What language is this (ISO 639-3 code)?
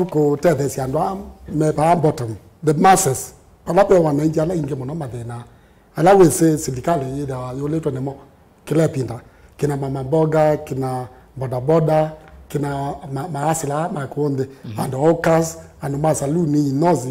kam